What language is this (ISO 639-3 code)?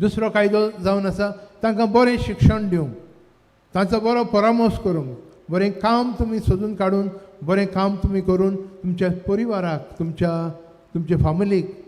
kok